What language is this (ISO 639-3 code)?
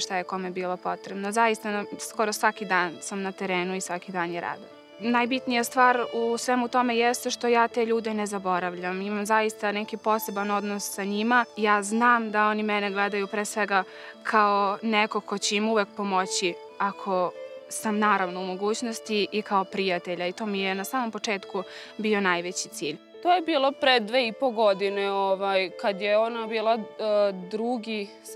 srp